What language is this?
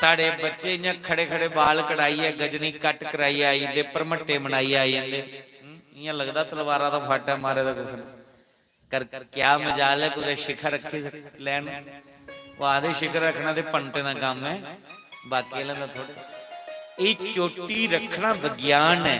Dogri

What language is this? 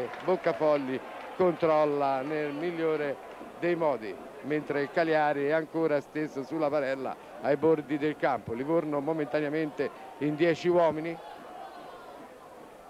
Italian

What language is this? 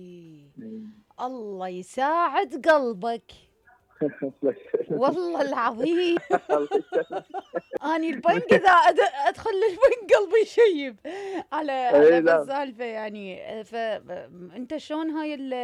Mesopotamian Arabic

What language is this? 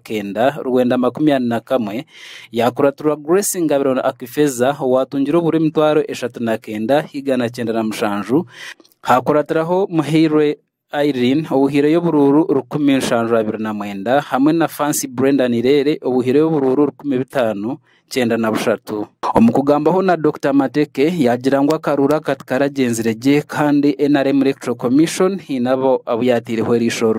Nyankole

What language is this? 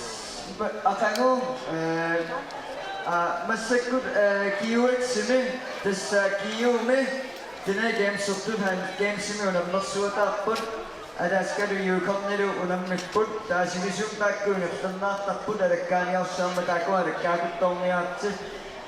Kalaallisut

